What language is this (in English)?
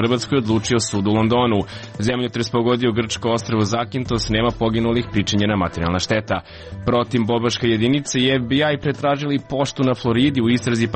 Serbian